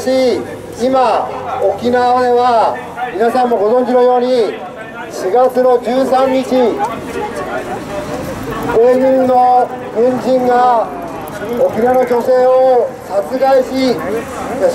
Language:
Japanese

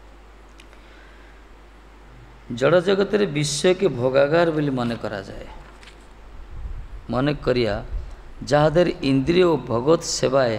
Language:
Odia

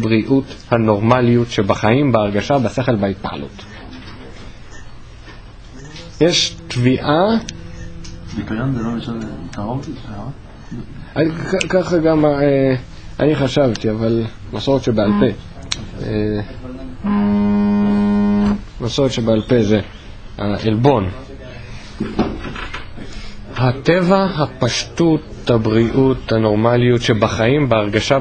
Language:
Hebrew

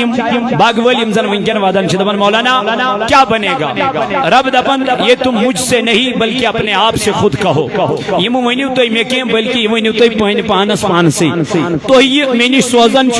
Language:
Kashmiri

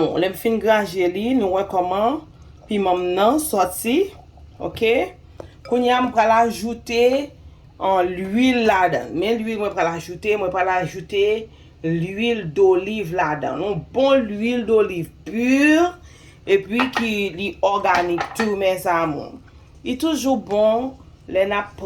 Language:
Haitian Creole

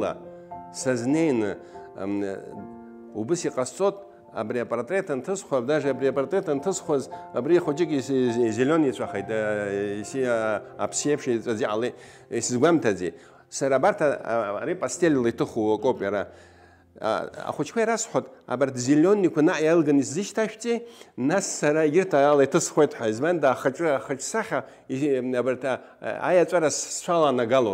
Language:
Abkhazian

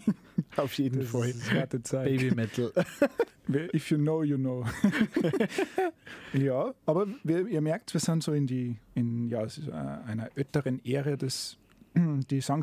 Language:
German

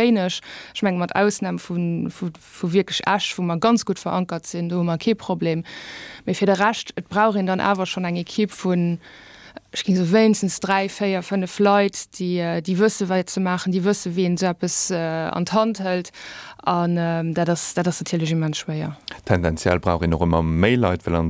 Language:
Luxembourgish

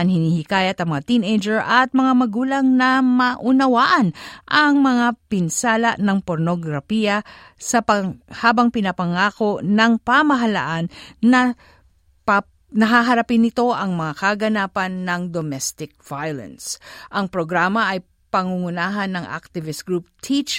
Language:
Filipino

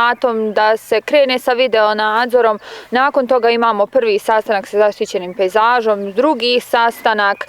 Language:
Bosnian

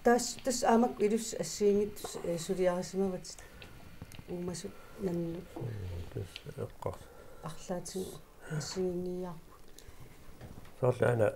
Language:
Kalaallisut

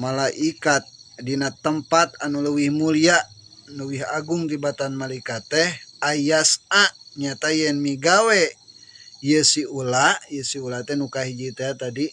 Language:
Sundanese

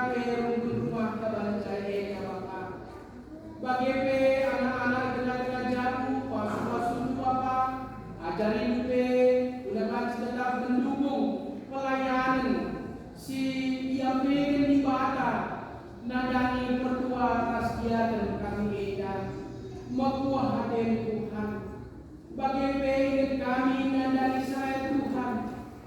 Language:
Batak Karo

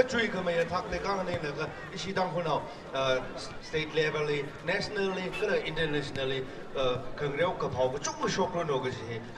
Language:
Tangkhul Naga (India)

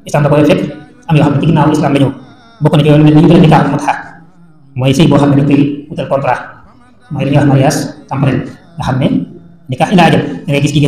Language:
Wolof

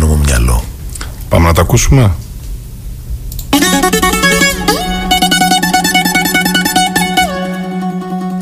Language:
Greek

